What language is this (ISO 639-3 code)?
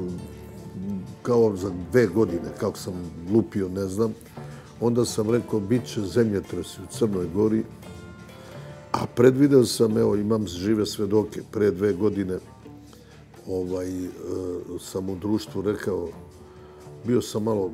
srp